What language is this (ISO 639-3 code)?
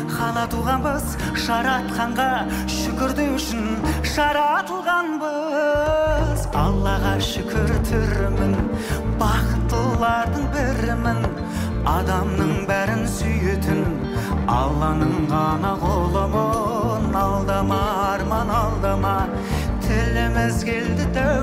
kaz